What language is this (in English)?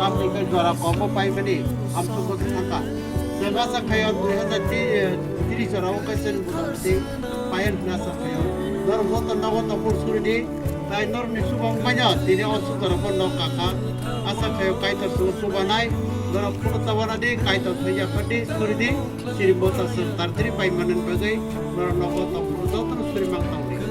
Kok Borok